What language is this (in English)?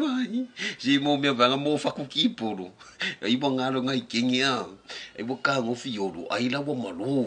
Samoan